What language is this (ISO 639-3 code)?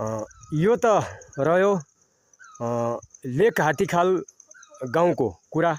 nep